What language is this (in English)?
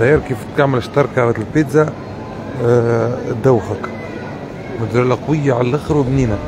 Tunisian Arabic